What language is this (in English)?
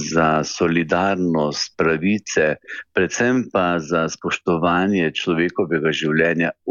Slovenian